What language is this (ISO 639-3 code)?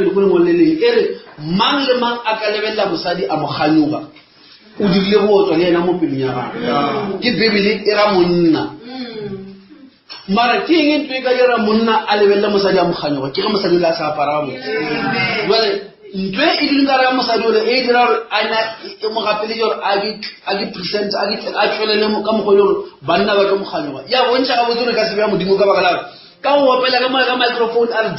nso